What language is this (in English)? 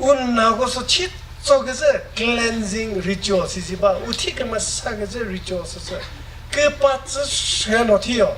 Chokri Naga